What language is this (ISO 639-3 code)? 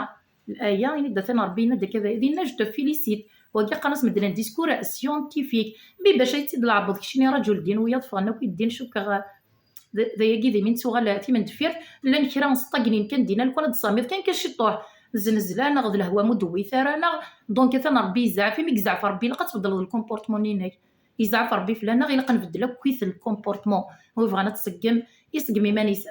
kab